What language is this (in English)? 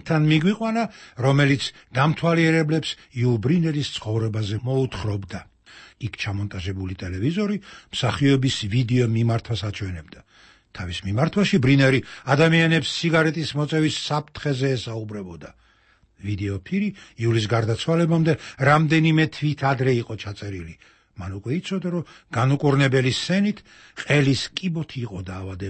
Georgian